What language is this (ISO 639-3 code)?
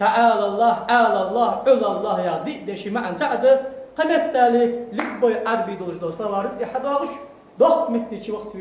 inh